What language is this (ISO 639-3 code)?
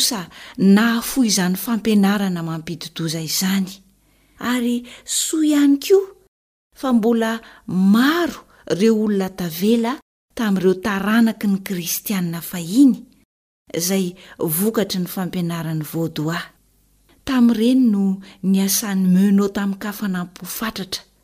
mlg